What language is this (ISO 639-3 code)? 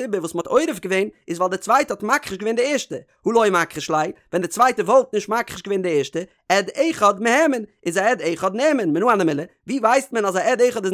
yid